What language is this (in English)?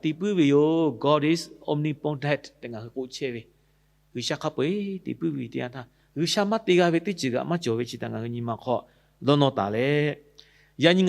Lahu